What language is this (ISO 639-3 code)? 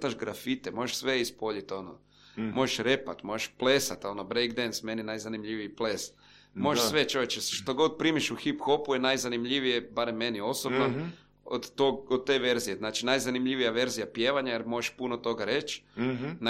hrv